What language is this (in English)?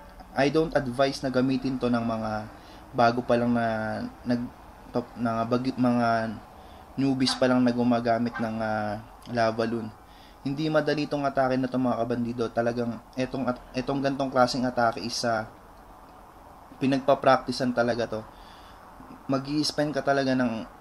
Filipino